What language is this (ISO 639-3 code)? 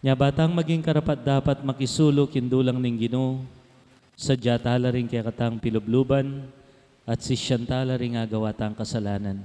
pam